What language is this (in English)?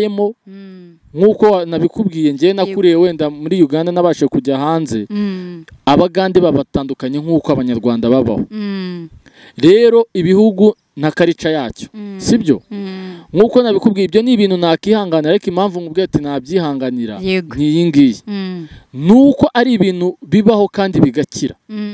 Kinyarwanda